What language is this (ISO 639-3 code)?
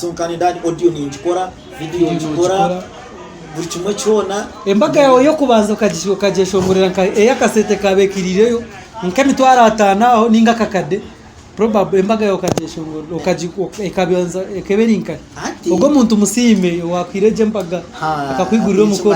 nyn